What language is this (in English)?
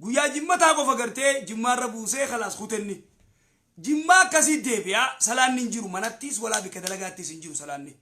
Oromo